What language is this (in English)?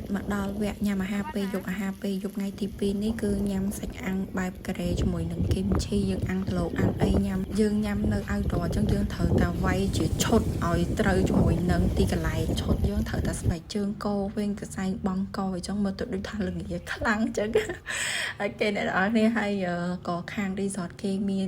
Khmer